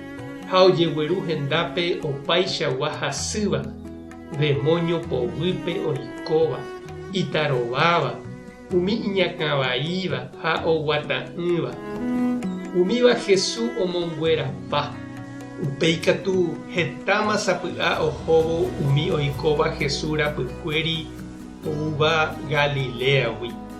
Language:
Guarani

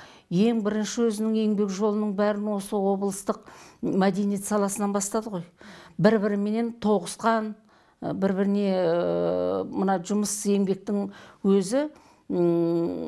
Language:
Kazakh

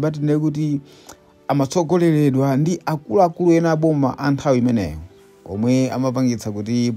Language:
Nyanja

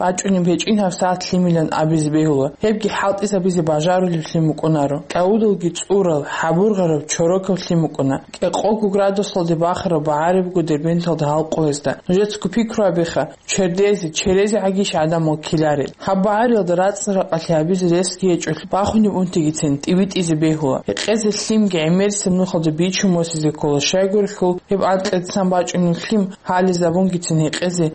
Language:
Avaric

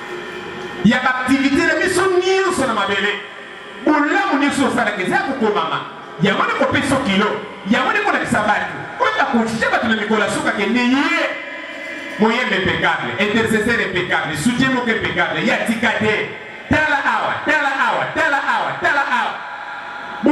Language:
Lingala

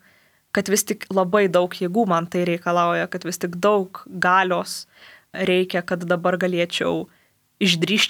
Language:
Lithuanian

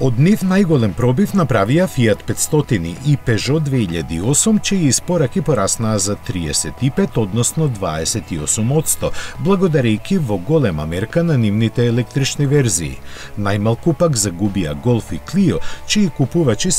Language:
Macedonian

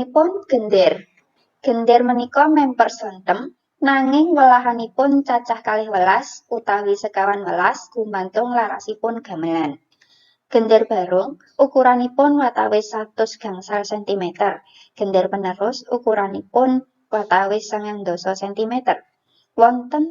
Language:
Javanese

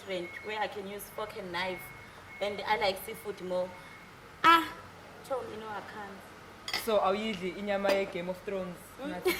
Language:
Zulu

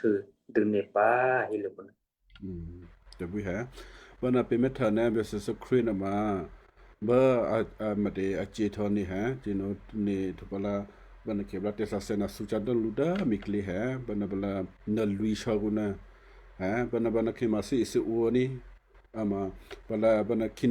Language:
Western Kayah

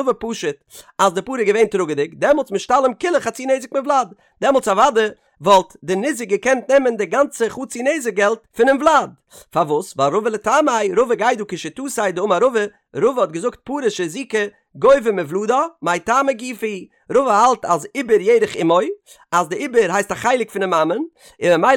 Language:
Yiddish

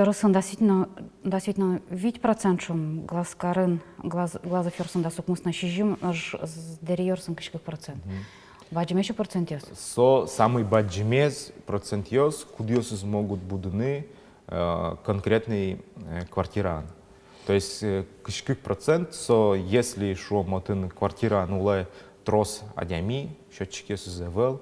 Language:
Udmurt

